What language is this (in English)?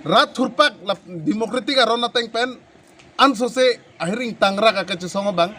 Karbi